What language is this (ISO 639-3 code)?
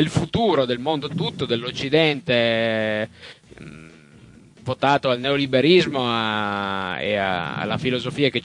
ita